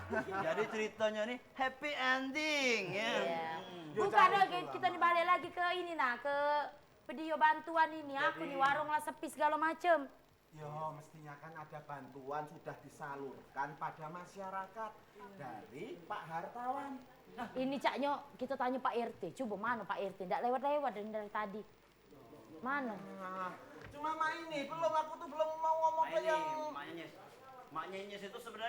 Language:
Musi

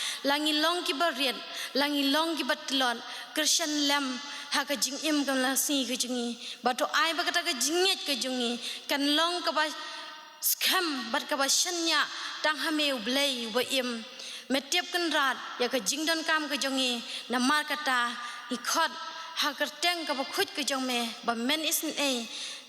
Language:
Khasi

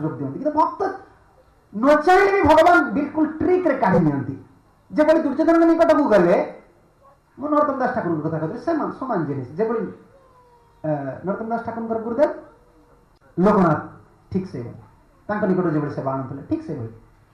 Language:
Odia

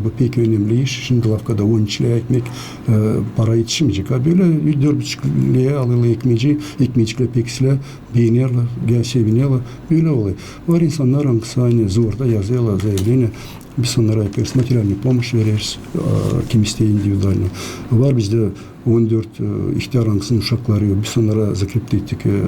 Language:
Gagauz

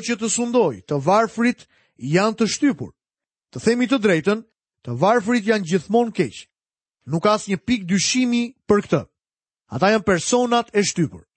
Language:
Albanian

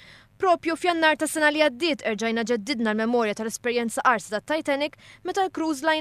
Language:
Maltese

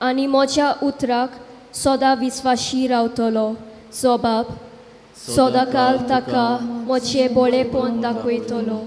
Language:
Konkani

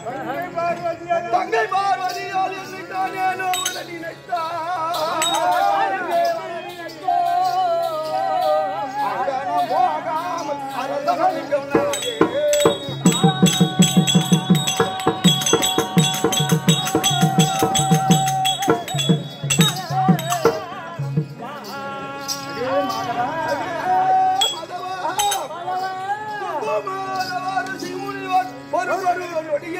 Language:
Tamil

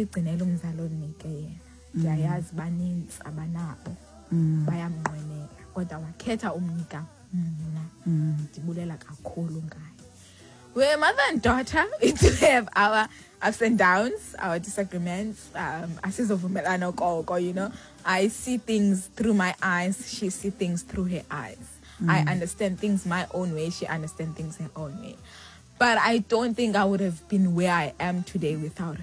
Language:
Xhosa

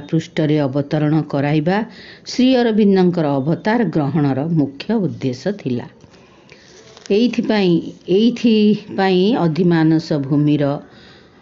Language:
Odia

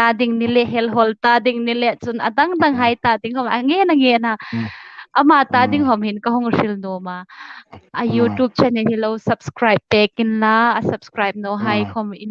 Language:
Hmar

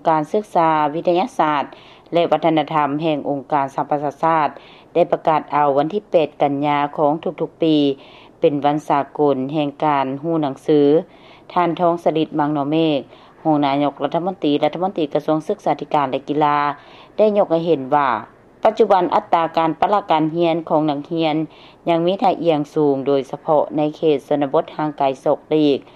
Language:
Lao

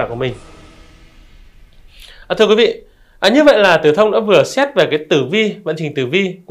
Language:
Vietnamese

